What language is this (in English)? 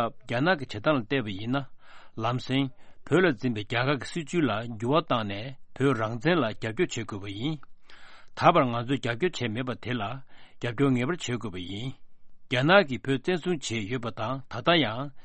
Tibetan